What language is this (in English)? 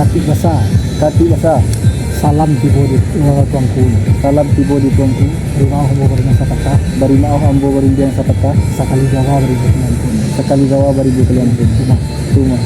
Minangkabau